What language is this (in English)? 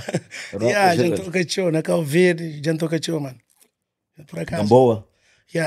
Kabuverdianu